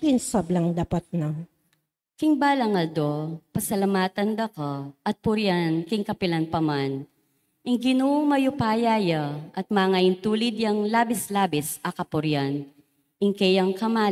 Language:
Pampanga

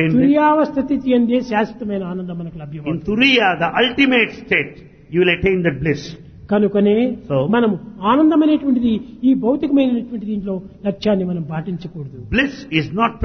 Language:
Telugu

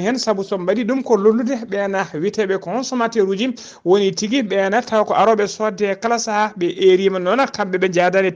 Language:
Fula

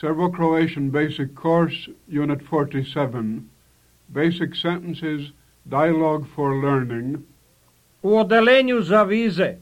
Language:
Serbian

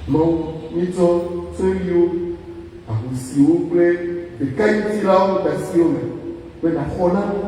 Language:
Ewe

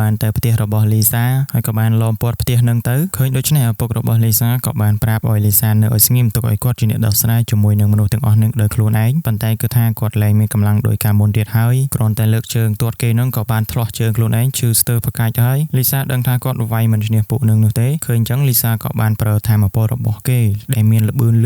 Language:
Khmer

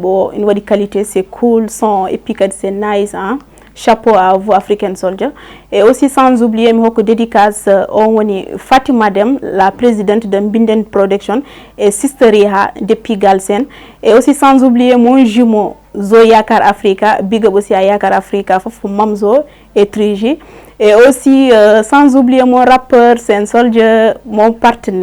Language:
Fula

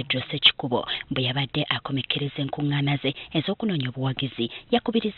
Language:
Ganda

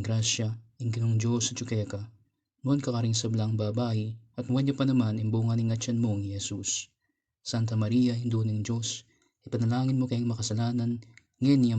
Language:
Pampanga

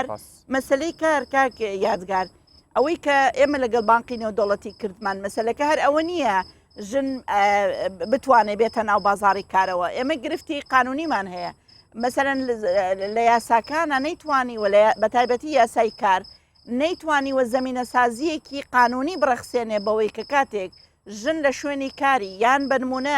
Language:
Central Kurdish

